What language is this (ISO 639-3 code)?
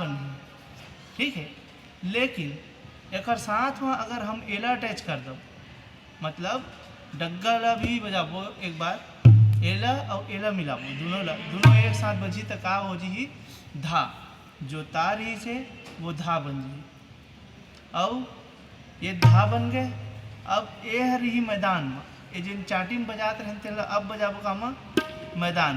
hne